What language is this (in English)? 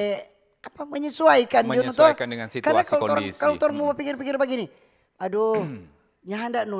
Manado Malay